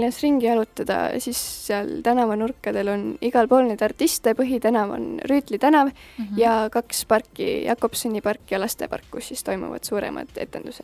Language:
Estonian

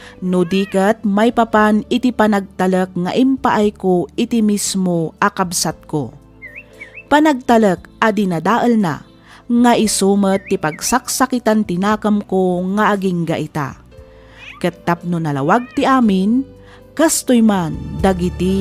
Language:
Iloko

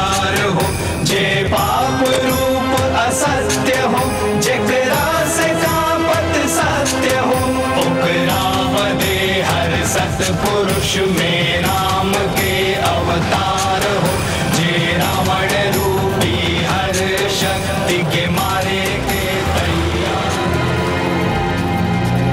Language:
Bhojpuri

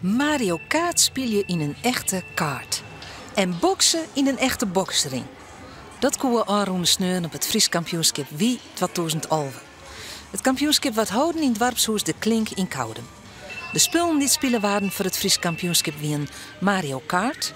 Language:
Western Frisian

